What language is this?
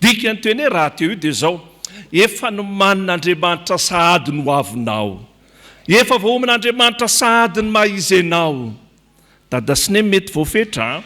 Malagasy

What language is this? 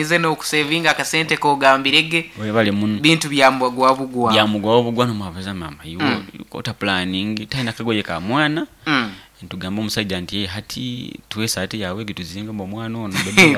Nyoro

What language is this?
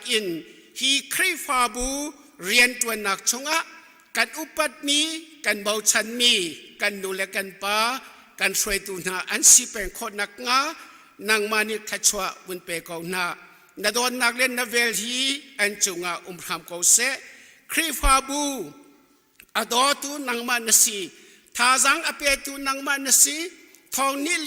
Hakha Chin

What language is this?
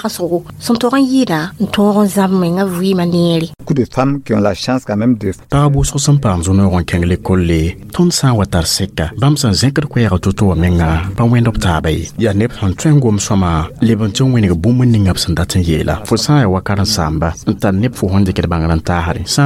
Mossi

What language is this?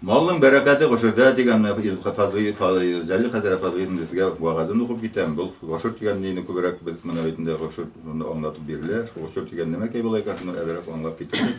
Bashkir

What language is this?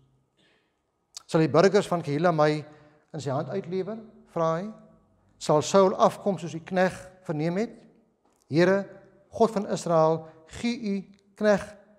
Afrikaans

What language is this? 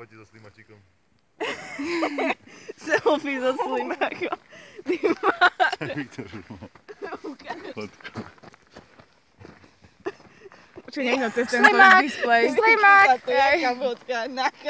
Slovak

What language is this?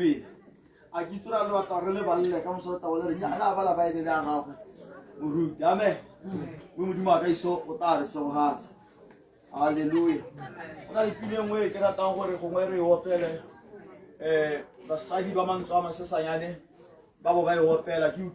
Tswana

